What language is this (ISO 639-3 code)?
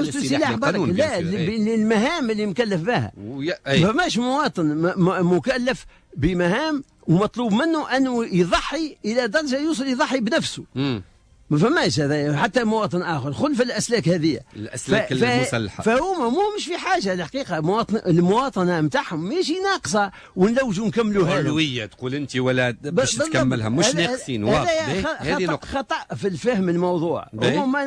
aeb